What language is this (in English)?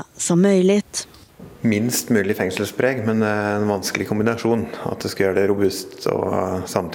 Swedish